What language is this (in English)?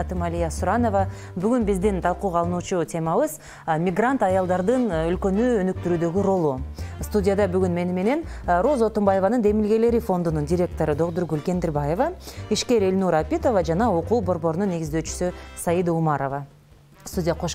Kyrgyz